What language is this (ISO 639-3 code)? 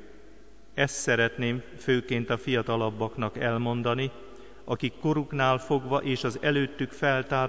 hun